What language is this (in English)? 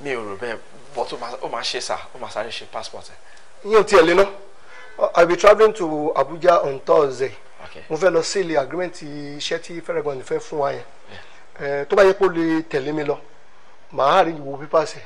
Yoruba